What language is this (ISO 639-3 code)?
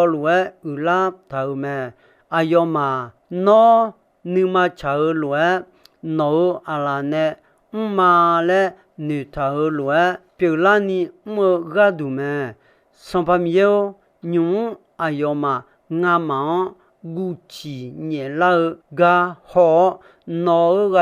ahk